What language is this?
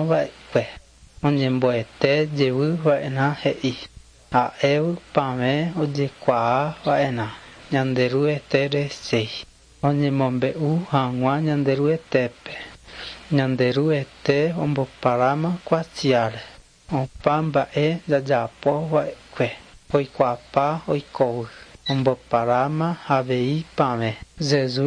Guarani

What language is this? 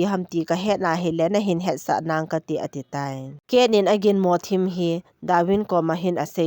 Thado Chin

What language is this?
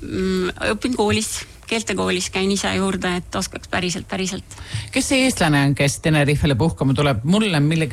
Estonian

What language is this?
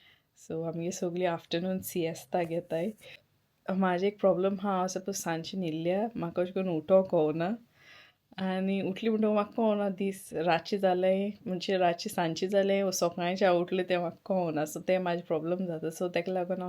Konkani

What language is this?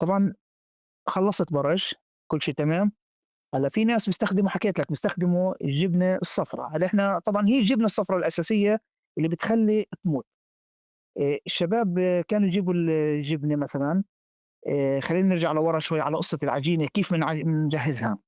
North Levantine Arabic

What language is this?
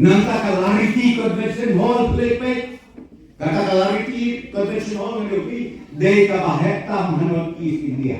Khasi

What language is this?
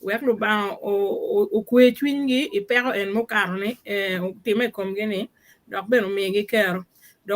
Acoli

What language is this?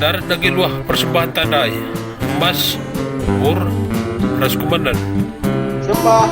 Batak Karo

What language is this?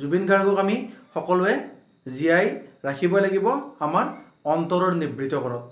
Assamese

